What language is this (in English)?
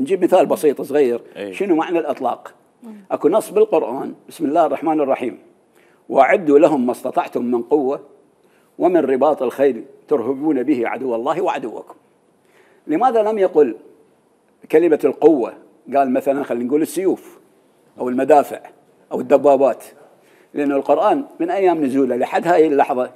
Mesopotamian Arabic